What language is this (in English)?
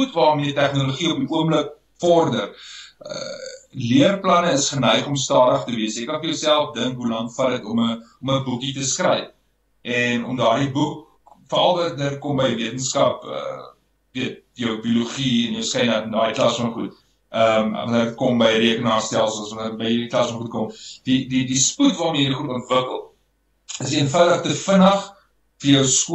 Afrikaans